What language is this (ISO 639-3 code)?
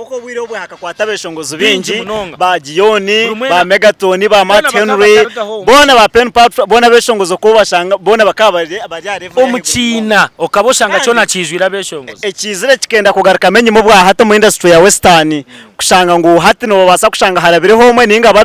nyn